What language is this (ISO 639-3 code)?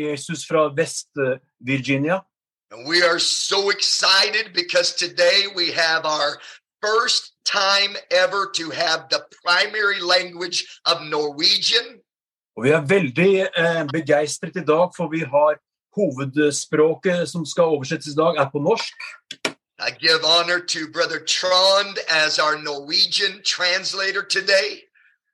nor